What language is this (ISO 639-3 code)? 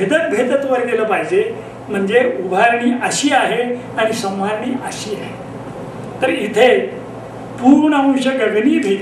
mar